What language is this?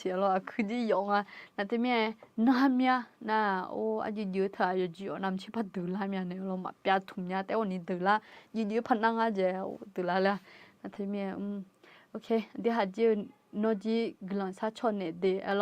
Akha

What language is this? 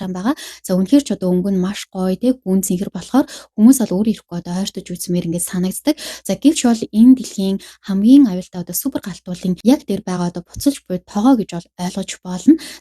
Mongolian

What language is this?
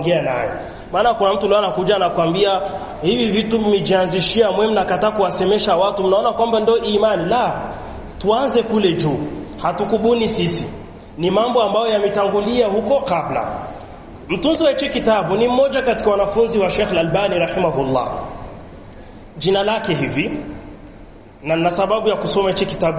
Swahili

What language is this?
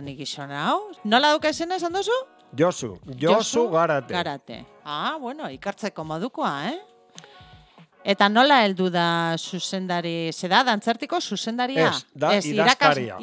Basque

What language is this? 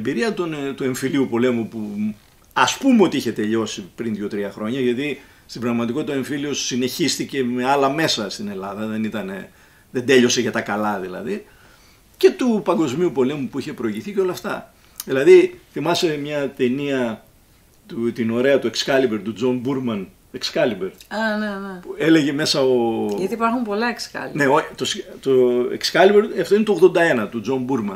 Greek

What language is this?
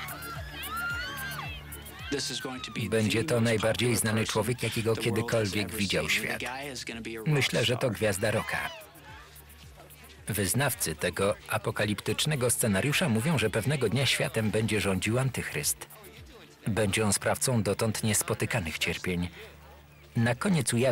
Polish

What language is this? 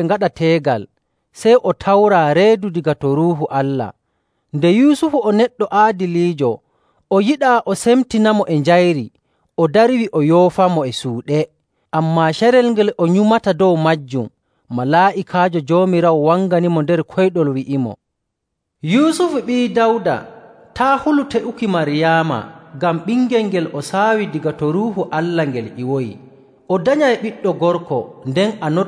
Nigerian Fulfulde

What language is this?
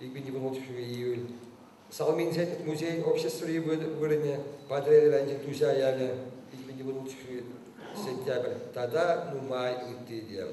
Chuvash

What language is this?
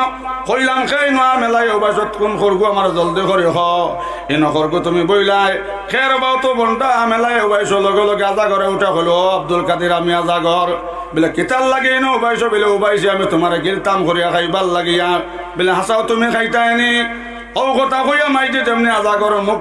Sylheti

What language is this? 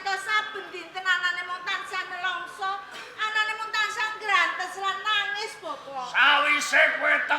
Javanese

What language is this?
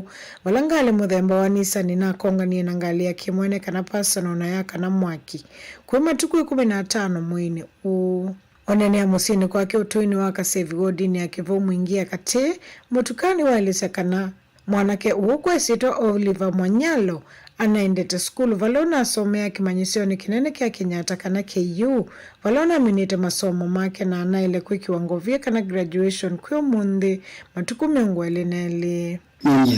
Kamba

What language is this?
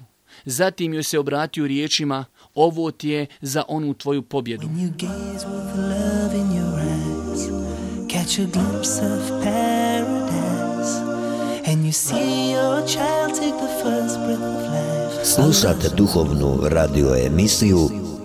Bosnian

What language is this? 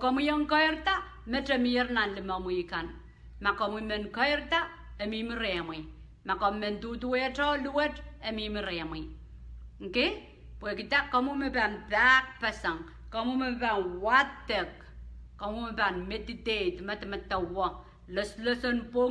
Pohnpeian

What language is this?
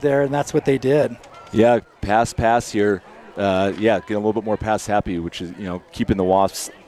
English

